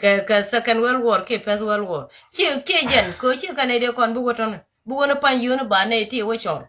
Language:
Nuer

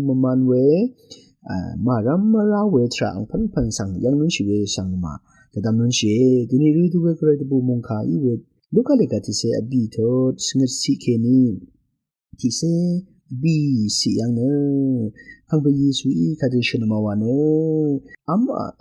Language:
Rawang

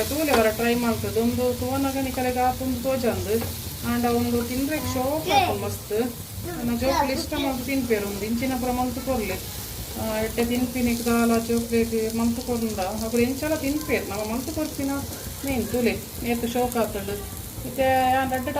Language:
Tulu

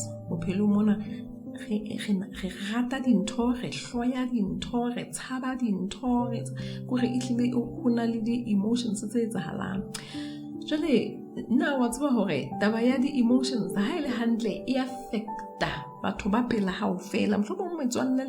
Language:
Southern Sotho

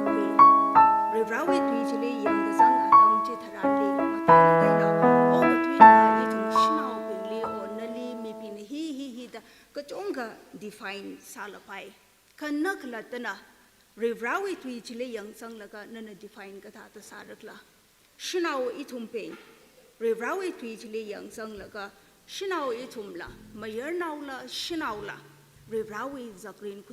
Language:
Tangkhul Naga (India)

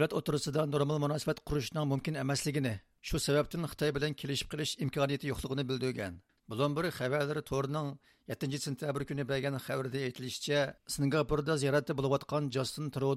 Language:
Uyghur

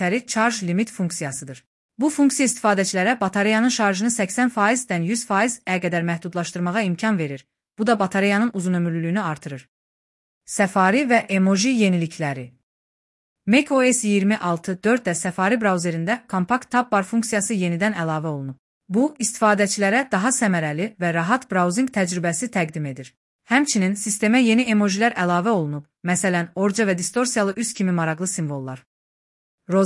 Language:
Azerbaijani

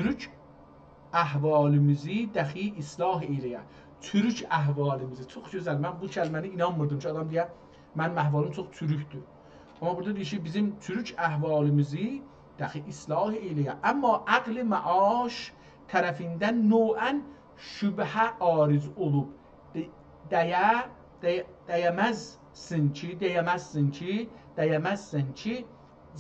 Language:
South Azerbaijani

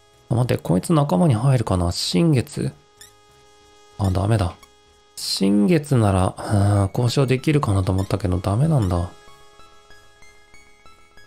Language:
Japanese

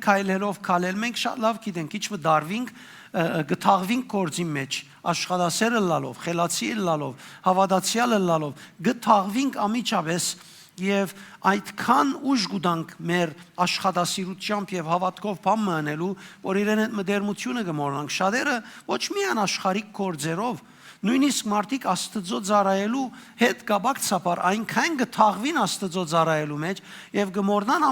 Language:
Western Armenian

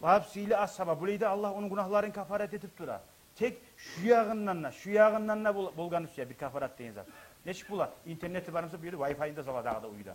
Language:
Kumyk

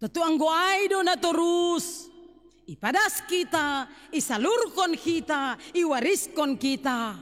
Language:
Batak Simalungun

